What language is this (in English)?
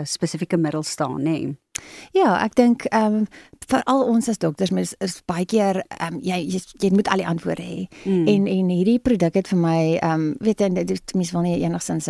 Afrikaans